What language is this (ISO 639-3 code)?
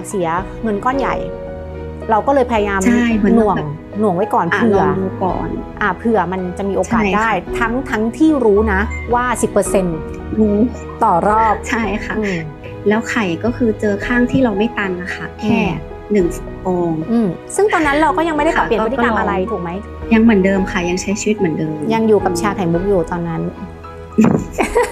tha